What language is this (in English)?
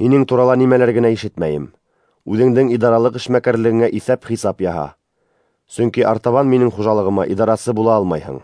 Bashkir